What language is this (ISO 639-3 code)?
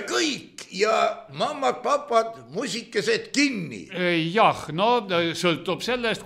est